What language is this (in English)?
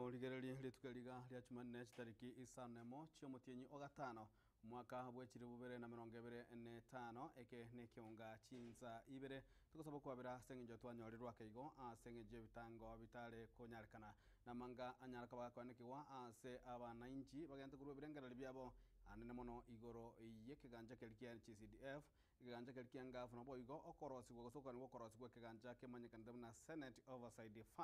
Gusii